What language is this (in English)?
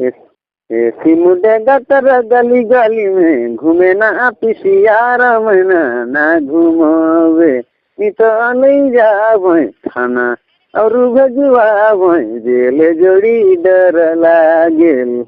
Sadri